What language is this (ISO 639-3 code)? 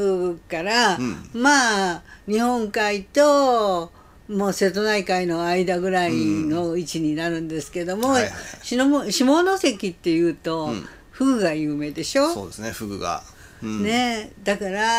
jpn